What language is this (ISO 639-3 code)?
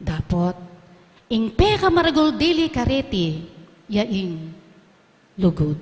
pam